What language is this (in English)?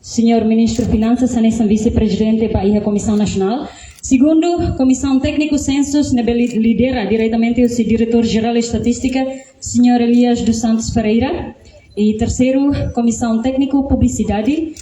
Tetum